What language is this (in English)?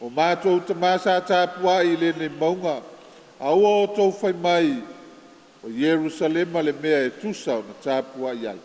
Samoan